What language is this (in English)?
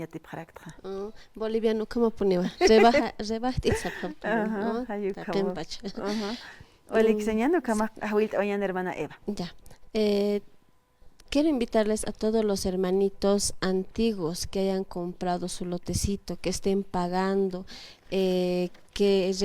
Aymara